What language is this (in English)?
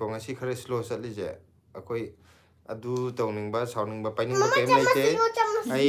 Manipuri